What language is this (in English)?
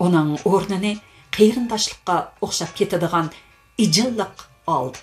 Uyghur